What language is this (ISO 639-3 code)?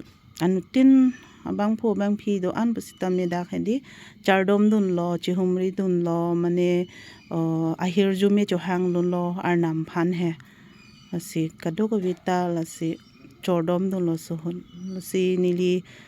mjw